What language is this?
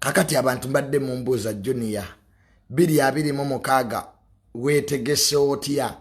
Ganda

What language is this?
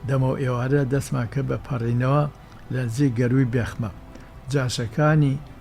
Central Kurdish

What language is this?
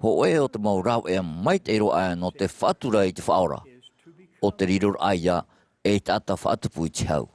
Tahitian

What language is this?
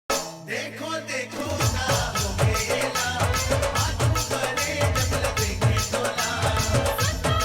Chhattisgarhi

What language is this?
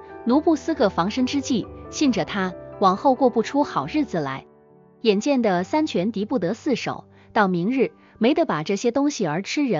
Chinese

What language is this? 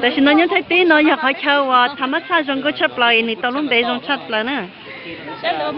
Hmong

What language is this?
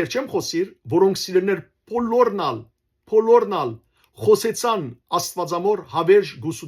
Western Armenian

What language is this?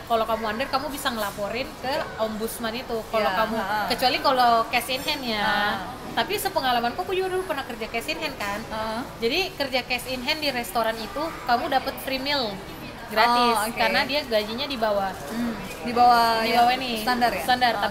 Indonesian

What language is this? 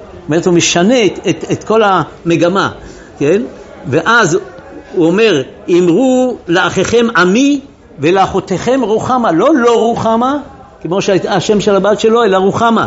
Hebrew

